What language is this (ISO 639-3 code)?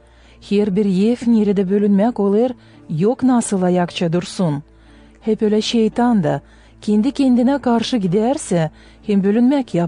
gag